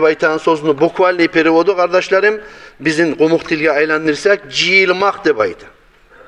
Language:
Kumyk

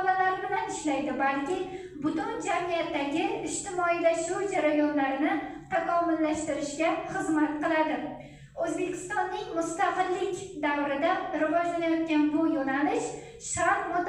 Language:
Uzbek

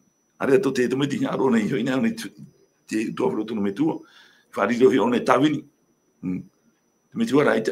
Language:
Tahitian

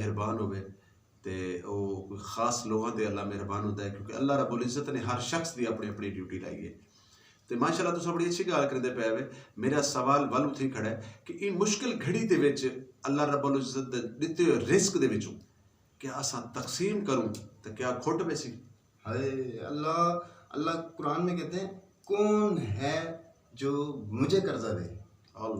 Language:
Saraiki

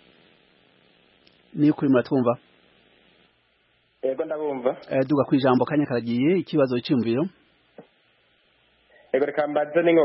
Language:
Kinyarwanda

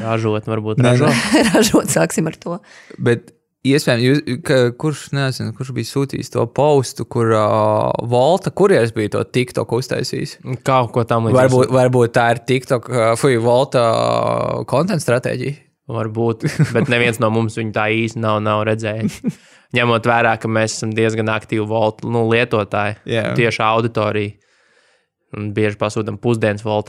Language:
Latvian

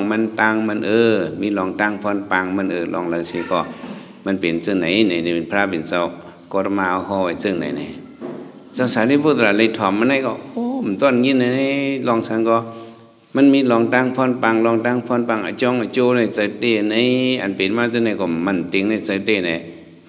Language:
Shan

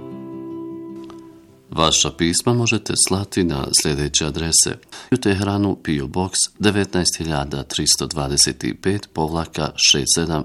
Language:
Bosnian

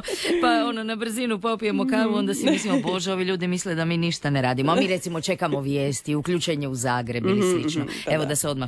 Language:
Croatian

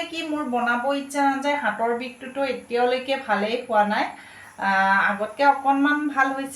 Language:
Assamese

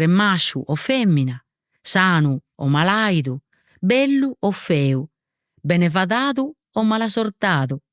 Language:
Sardinian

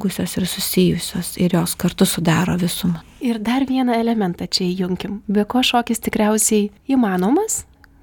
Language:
Lithuanian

